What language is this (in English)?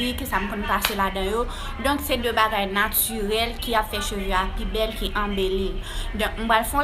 Haitian Creole